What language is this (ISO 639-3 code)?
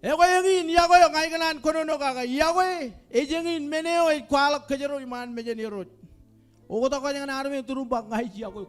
mah